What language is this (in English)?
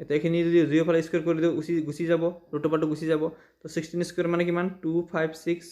Assamese